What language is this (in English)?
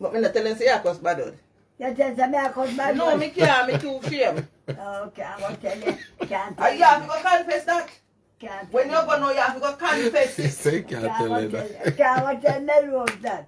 Jamaican Creole English